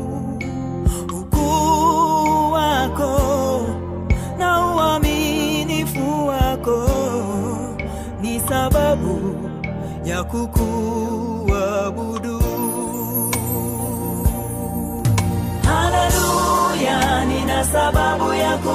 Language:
Swahili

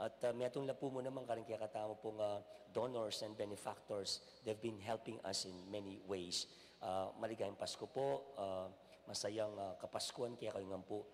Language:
Pampanga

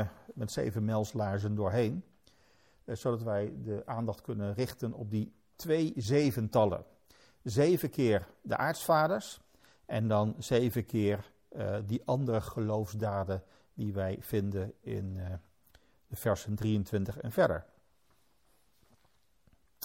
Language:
Dutch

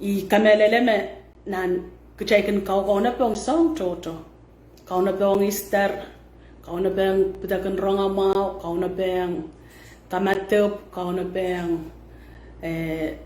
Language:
Pohnpeian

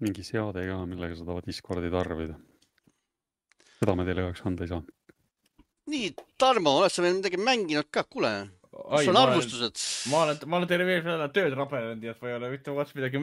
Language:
Estonian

